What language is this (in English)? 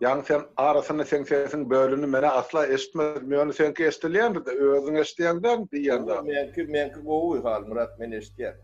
Turkmen